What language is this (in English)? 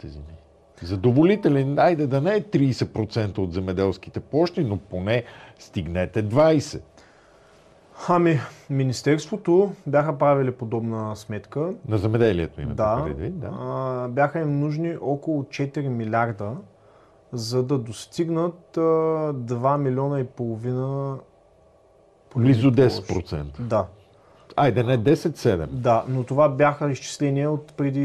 Bulgarian